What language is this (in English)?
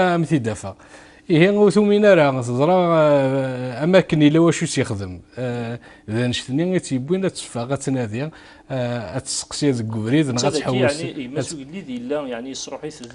Kabyle